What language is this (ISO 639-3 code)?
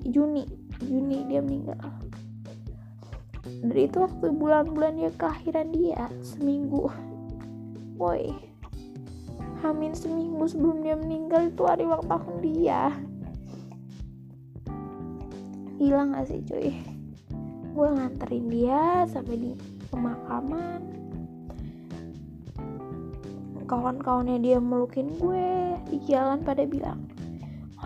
ind